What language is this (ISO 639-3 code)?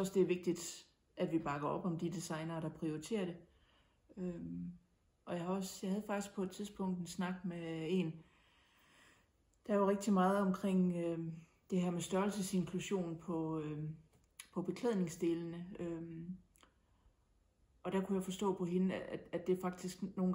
dan